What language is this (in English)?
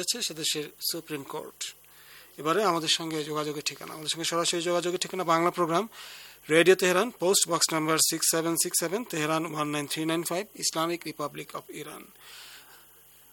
Bangla